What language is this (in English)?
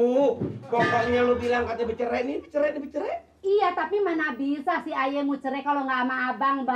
Betawi